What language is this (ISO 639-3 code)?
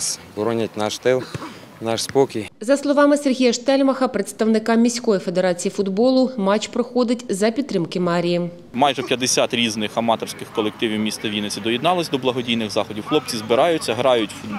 ukr